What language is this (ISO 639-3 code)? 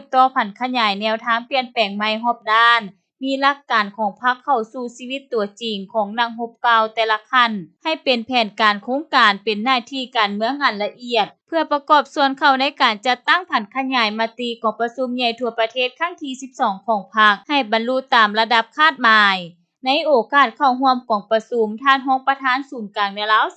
lao